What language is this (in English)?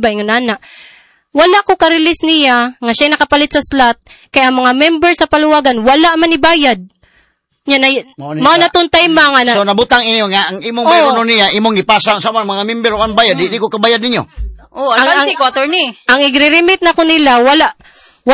Cebuano